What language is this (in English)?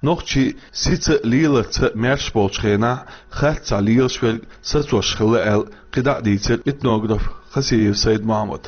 Chechen